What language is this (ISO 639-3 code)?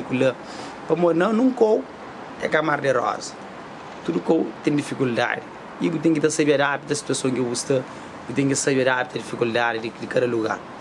kea